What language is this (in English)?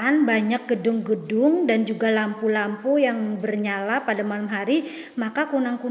Banjar